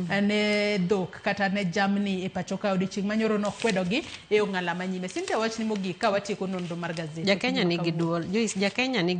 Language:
Luo (Kenya and Tanzania)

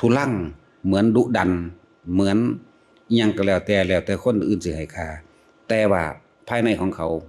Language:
Northeastern Thai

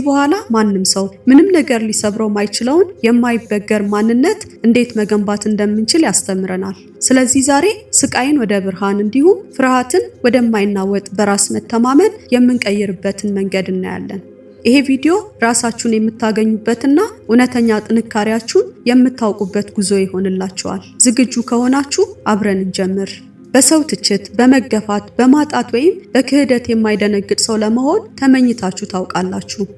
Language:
Amharic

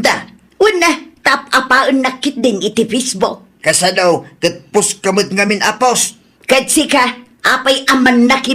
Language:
Iloko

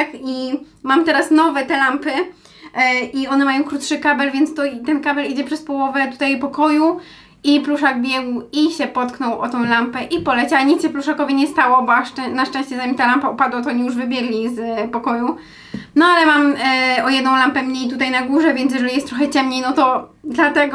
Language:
Polish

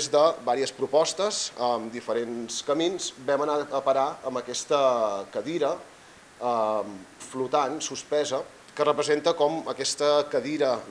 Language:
Catalan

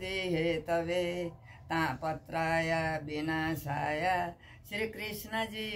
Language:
Nepali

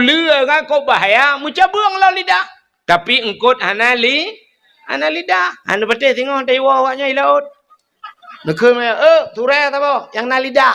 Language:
Achinese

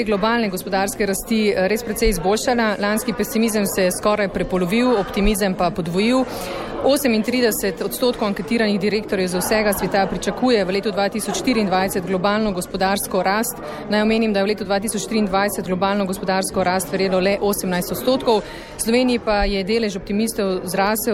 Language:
Slovenian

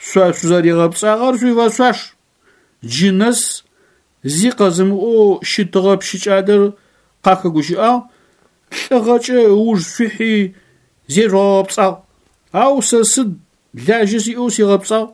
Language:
Adyghe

